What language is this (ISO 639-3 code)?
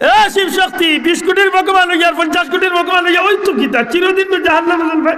syl